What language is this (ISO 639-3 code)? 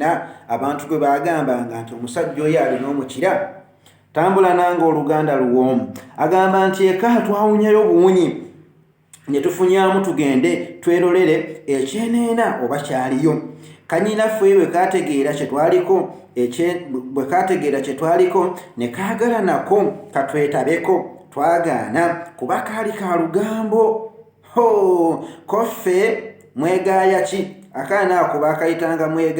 lug